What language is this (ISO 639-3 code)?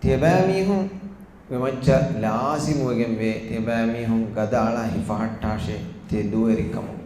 div